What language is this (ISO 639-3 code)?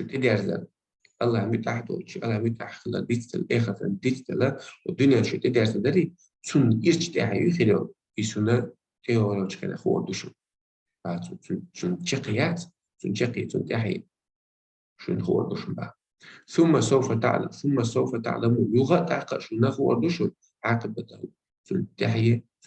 che